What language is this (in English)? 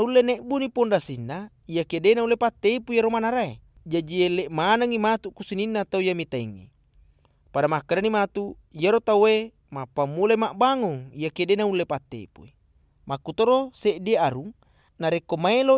Buginese